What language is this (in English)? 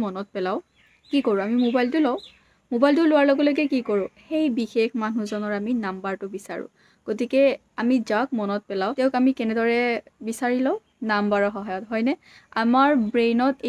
Assamese